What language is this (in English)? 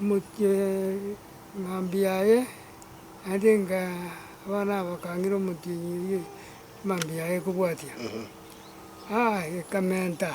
Gusii